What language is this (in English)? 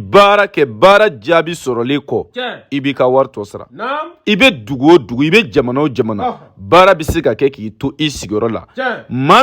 Bambara